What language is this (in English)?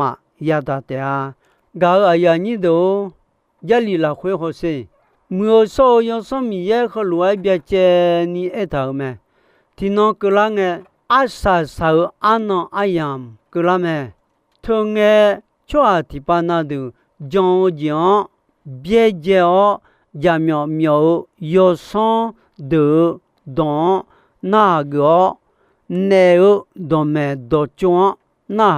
Akha